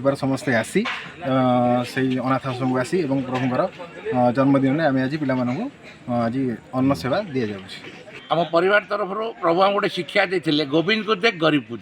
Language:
Odia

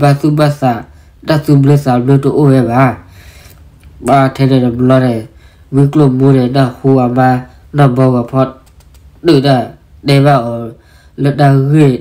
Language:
S'gaw Karen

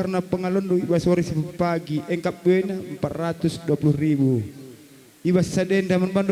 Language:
Batak Karo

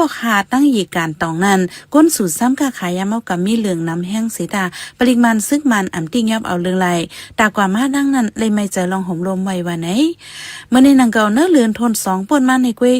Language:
Shan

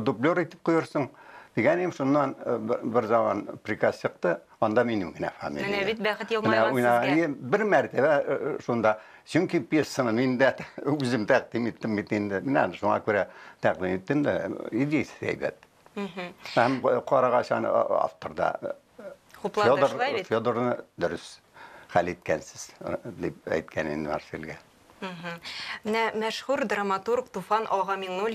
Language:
Tatar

